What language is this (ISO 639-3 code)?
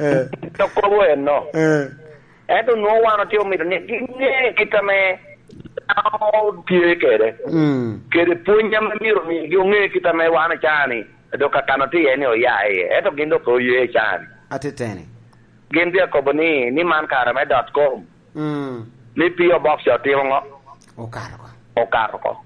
laj